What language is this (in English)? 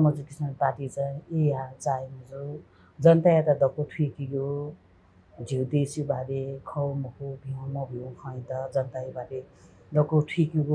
Newari